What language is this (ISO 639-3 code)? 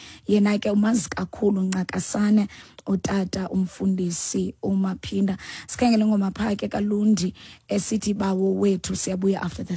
xho